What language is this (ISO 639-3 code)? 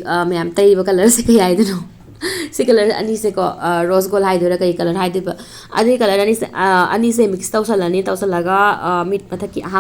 mni